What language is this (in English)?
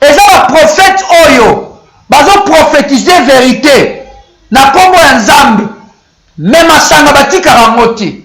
Lingala